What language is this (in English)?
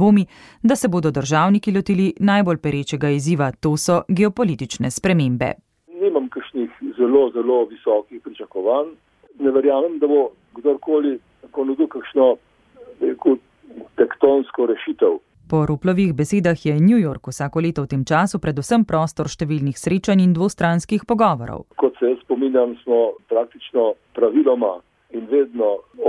Slovenian